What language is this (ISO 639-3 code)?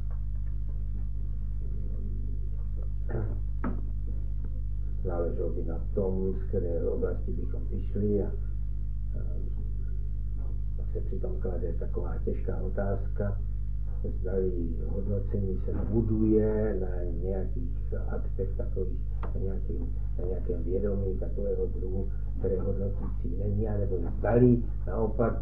ces